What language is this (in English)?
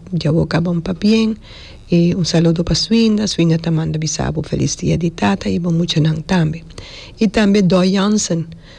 Papiamento